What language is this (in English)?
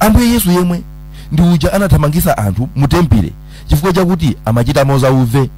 Nyanja